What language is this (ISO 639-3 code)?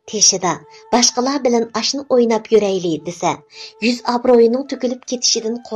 uig